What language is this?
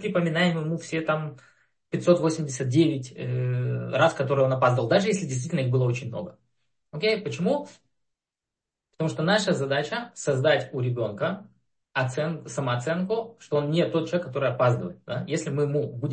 Russian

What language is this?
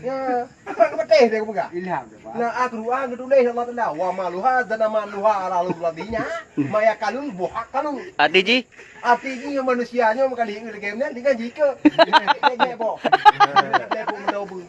Achinese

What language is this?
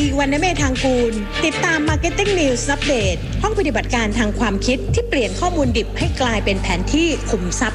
Thai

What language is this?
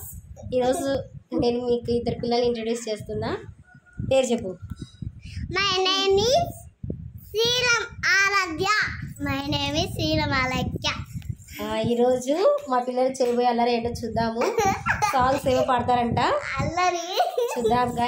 Telugu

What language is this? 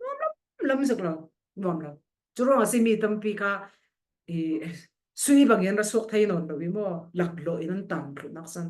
Falam Chin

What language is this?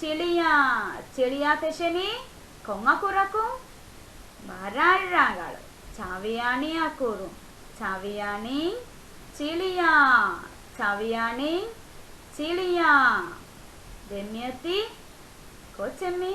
Divehi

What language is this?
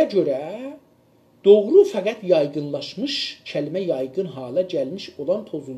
South Azerbaijani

